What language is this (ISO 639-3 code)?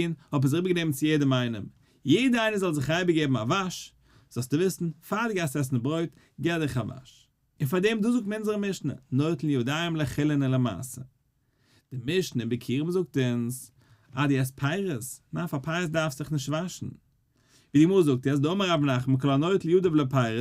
yid